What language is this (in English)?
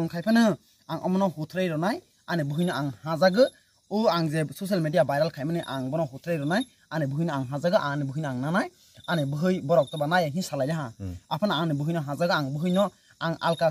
Kok Borok